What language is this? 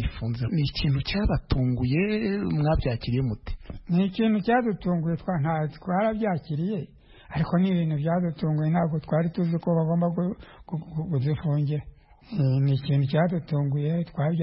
Kinyarwanda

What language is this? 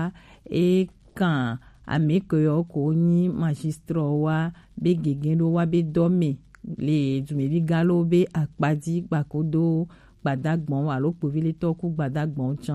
Gen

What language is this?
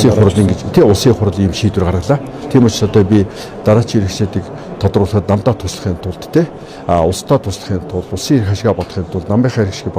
Mongolian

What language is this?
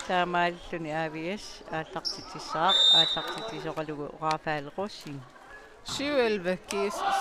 Kalaallisut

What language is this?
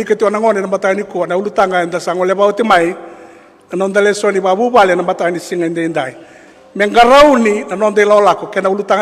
Fijian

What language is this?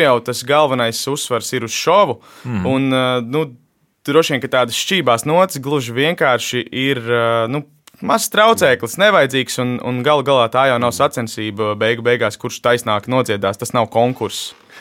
Latvian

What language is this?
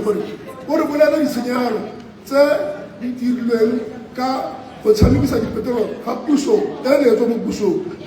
Tswana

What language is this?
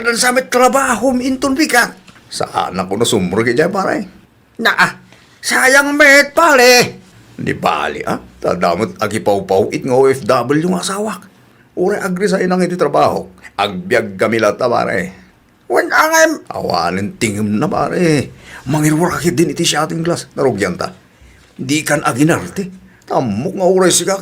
Iloko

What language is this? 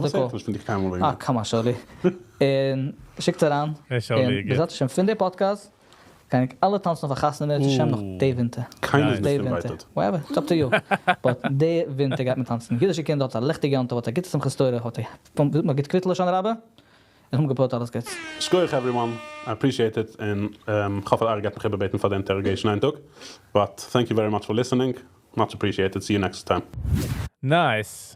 Yiddish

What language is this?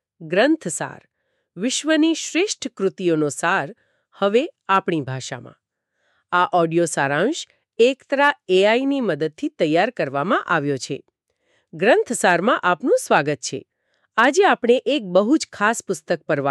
Gujarati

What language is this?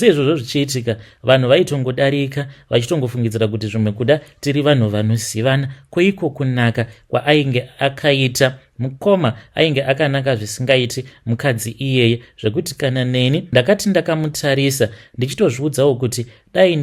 Shona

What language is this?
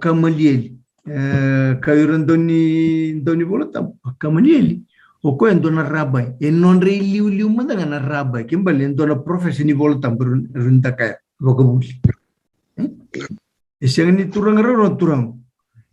Fijian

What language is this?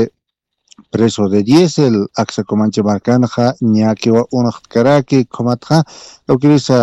Aymara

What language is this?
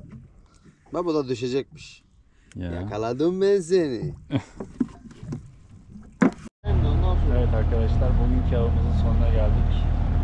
Turkish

